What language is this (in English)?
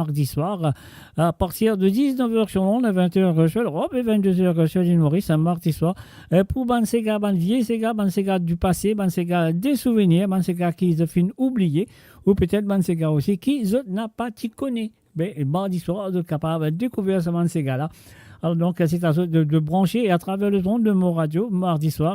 Morisyen